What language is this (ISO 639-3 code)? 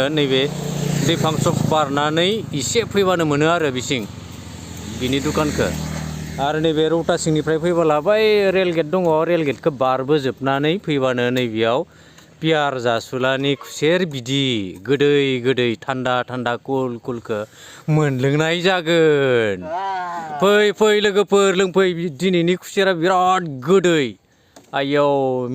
brx